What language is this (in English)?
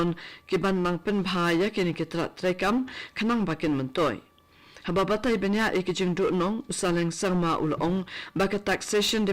Khasi